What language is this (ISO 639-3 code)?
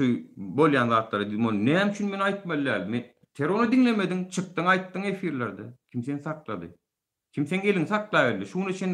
tuk